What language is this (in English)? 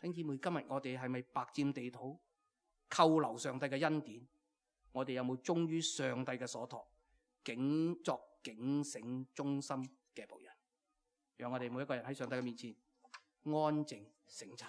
Cantonese